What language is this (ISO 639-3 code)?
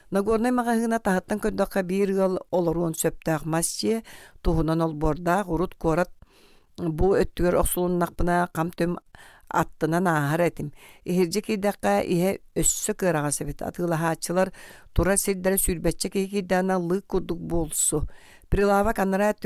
sah